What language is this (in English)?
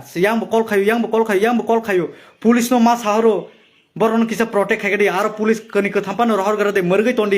Kok Borok